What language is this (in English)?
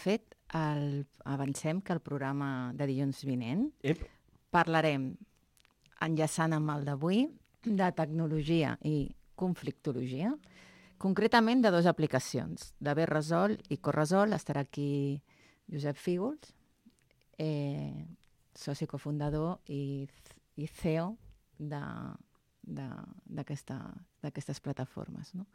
Catalan